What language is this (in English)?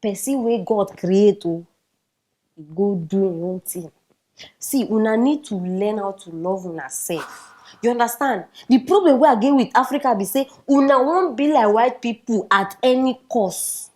Nigerian Pidgin